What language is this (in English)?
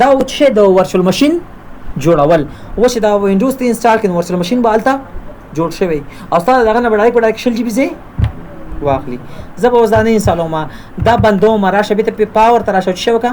Pashto